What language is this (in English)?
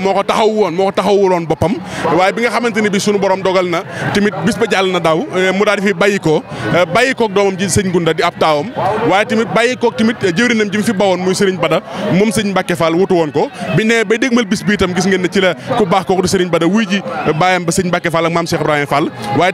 Wolof